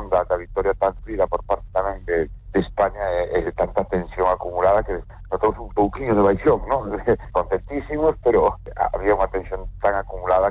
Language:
Galician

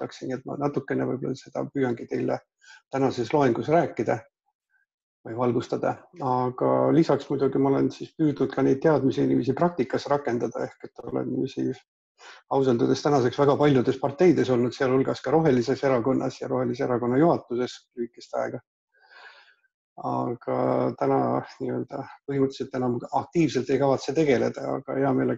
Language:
Estonian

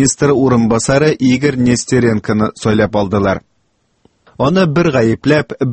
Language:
Tatar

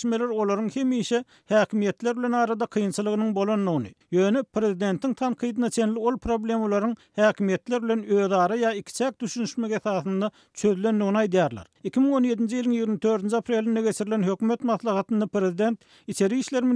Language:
Turkmen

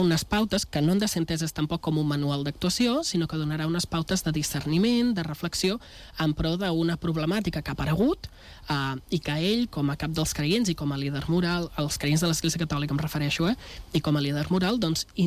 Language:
Catalan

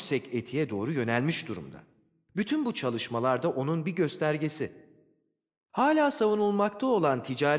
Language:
Turkish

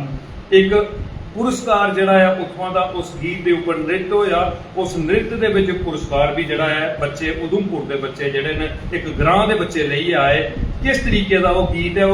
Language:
Dogri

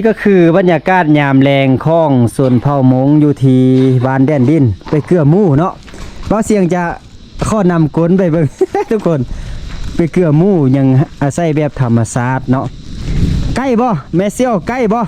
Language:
Lao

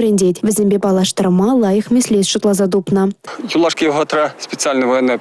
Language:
Chuvash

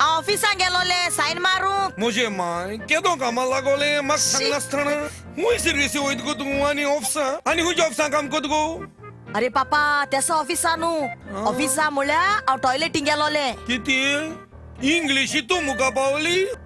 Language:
Konkani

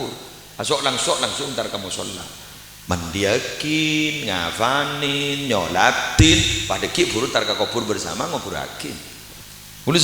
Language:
Madurese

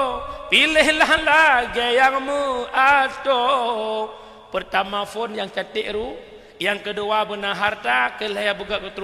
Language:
Achinese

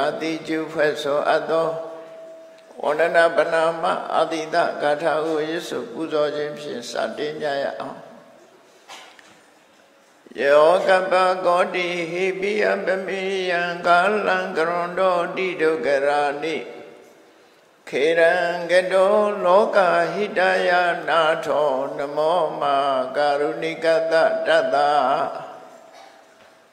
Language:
Burmese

